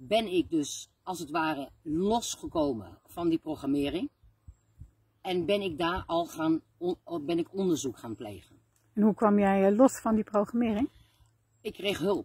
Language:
Dutch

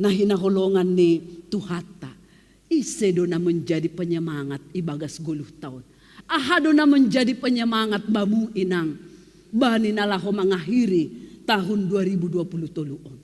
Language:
Batak Simalungun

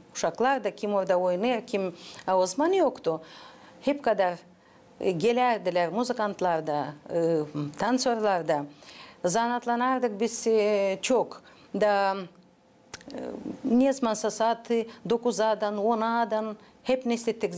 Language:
Gagauz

